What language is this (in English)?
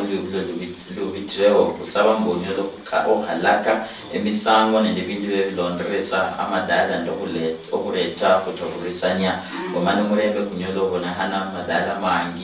Luyia